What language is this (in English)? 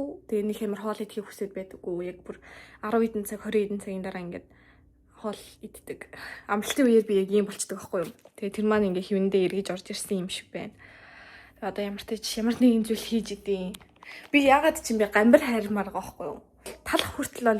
Mongolian